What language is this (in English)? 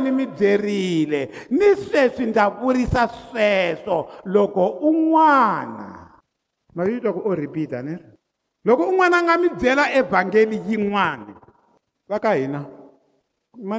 Tsonga